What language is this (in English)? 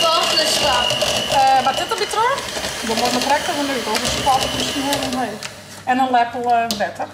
Western Frisian